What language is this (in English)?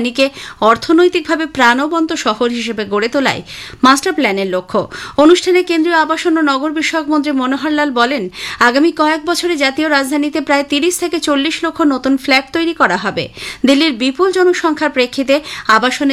Bangla